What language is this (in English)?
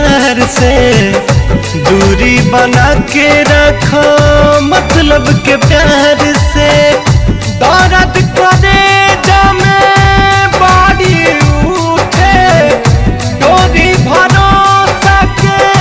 Bhojpuri